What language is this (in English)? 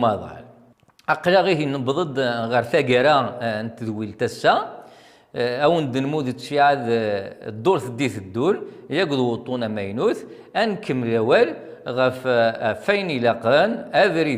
Kabyle